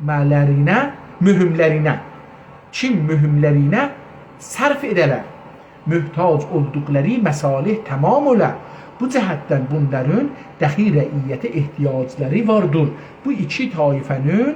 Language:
South Azerbaijani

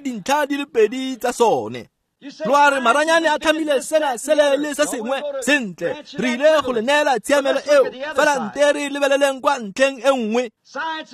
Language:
Tswana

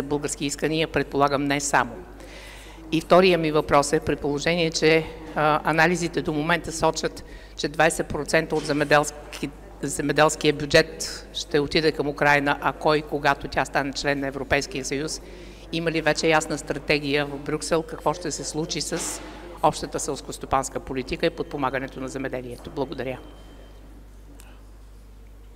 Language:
Bulgarian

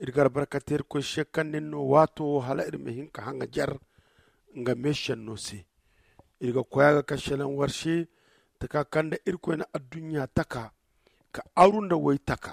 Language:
Zarma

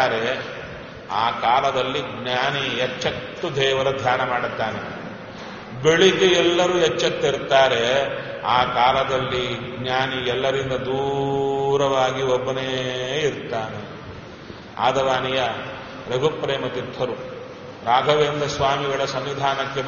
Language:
Kannada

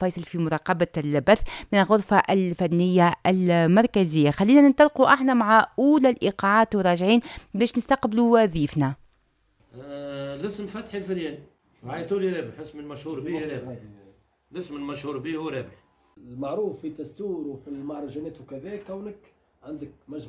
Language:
Tunisian Arabic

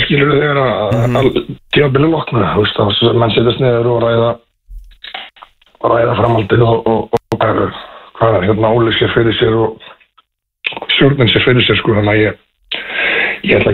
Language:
Icelandic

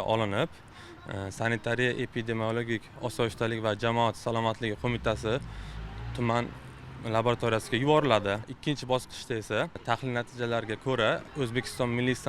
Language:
Uzbek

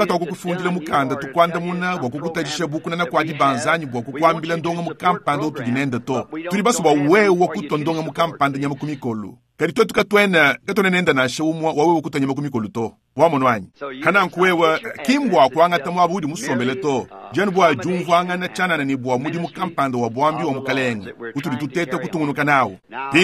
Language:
Luba-Lulua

